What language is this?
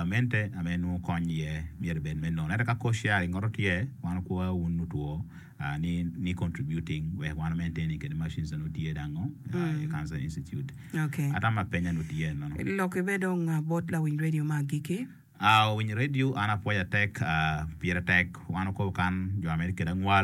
Acoli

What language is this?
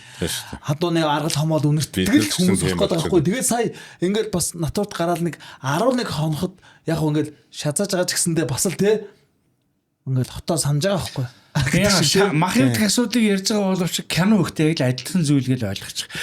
Mongolian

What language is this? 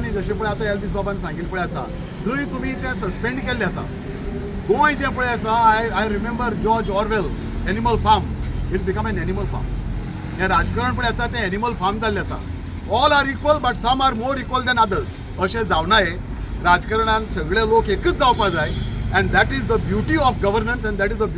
Konkani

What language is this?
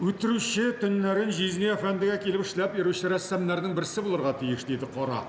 Tatar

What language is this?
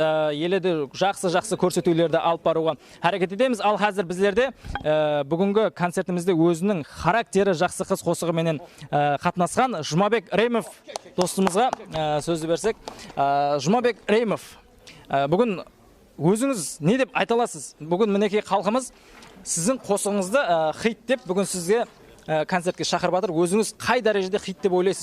Kara-Kalpak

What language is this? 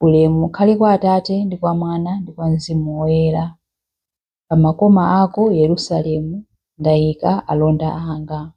Nyanja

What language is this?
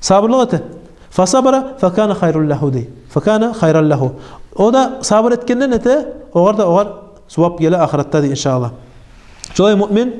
Kumyk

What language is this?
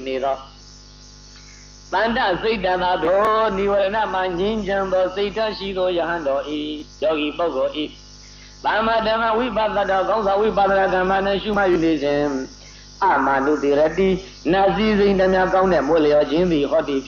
Burmese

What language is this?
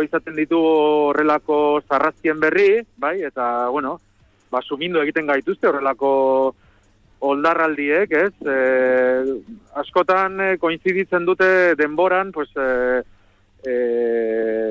Basque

